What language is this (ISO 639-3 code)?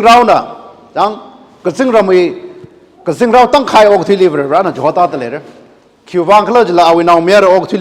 nmf